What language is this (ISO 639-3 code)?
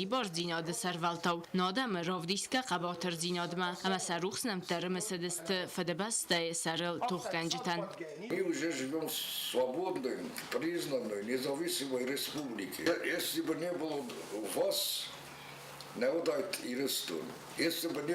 oss